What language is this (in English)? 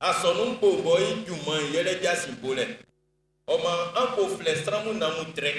Baoulé